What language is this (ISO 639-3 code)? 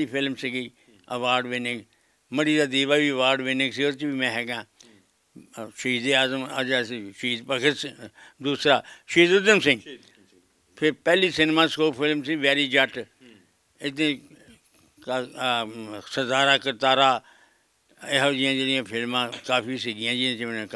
pan